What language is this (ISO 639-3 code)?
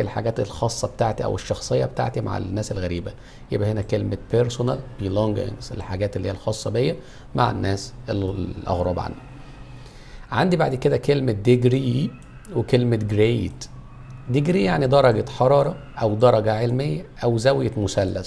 arz